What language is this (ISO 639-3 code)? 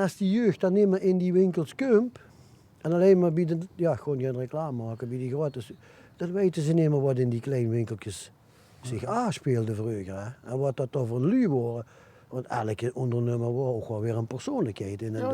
lim